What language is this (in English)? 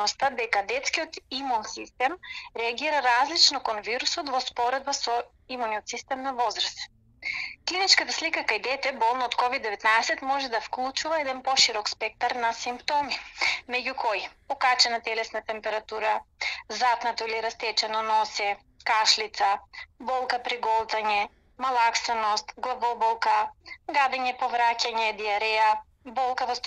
Macedonian